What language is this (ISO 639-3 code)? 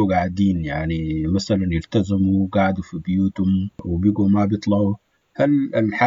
apd